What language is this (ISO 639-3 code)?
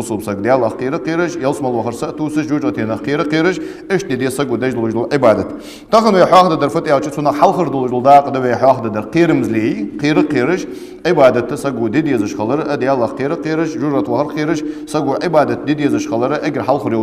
inh